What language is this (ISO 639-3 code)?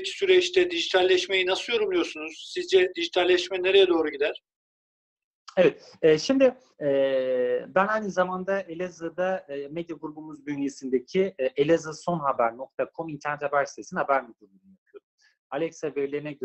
tur